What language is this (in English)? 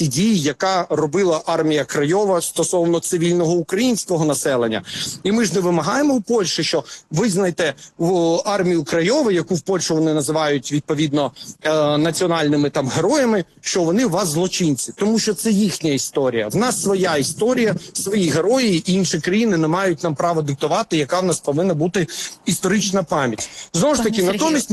Ukrainian